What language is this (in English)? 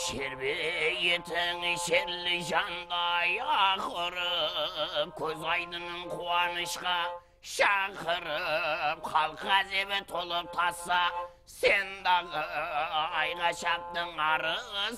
Kara-Kalpak